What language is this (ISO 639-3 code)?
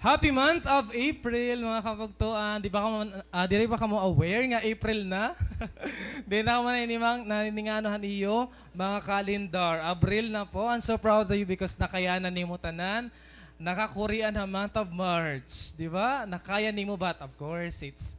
war